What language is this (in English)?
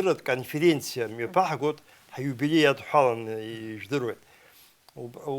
Abkhazian